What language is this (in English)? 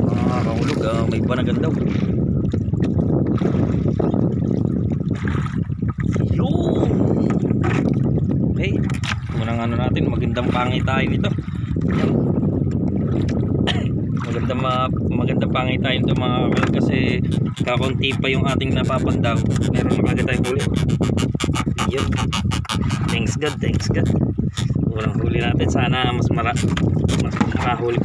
Filipino